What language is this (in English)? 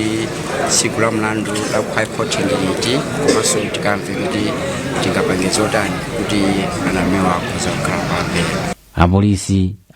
Nyanja